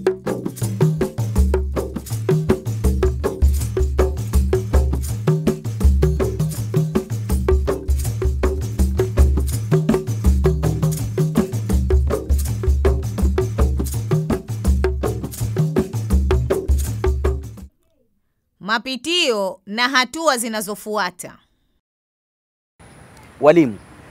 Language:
Swahili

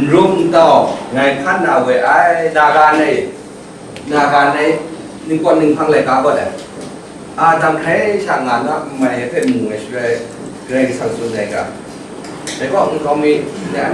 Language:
Kachin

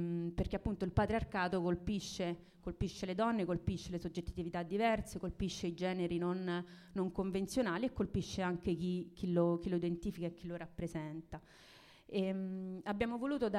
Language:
Italian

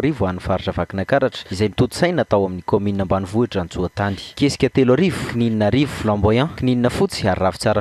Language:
Malagasy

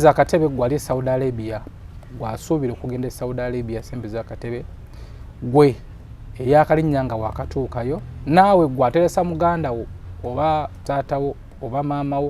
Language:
Ganda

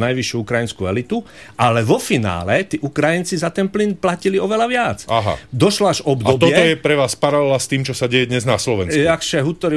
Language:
Slovak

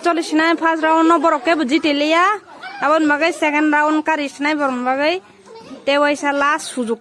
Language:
Kok Borok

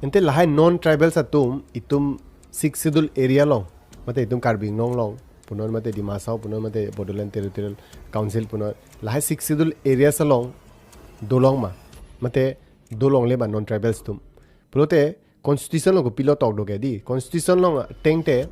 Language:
Karbi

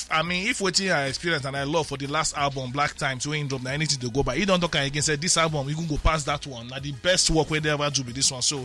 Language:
Nigerian Pidgin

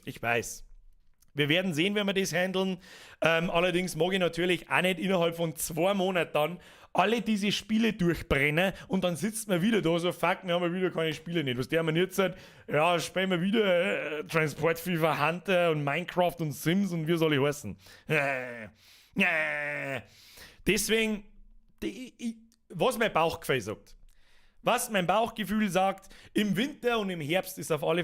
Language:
Bavarian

